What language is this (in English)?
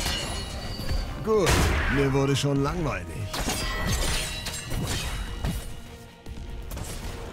German